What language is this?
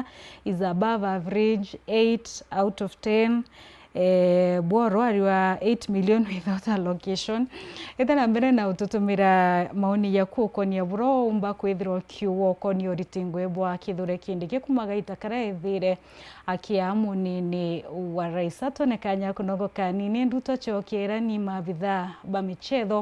Meru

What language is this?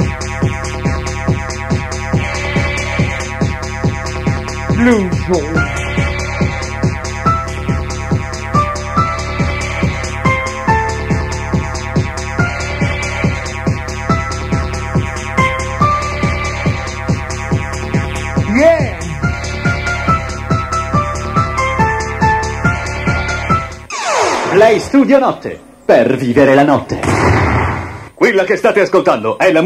Italian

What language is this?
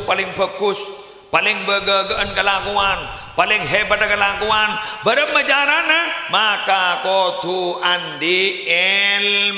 Madurese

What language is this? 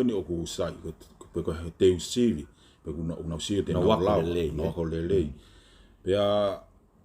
Tongan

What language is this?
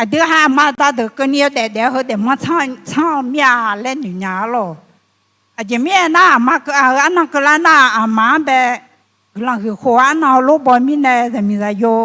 Akha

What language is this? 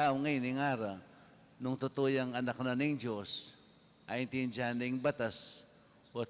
Pampanga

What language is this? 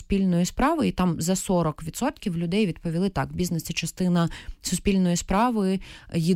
Ukrainian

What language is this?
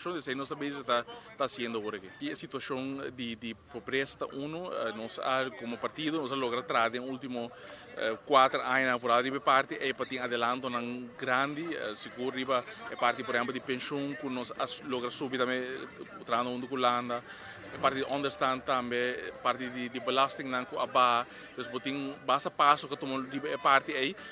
Papiamento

